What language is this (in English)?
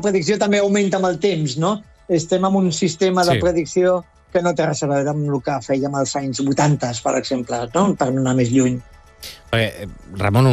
Catalan